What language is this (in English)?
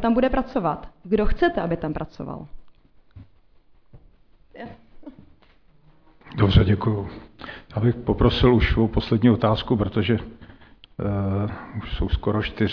Czech